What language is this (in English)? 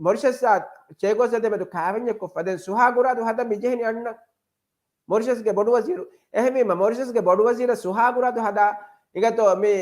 Divehi